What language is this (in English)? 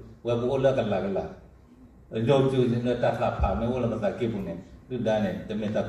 S'gaw Karen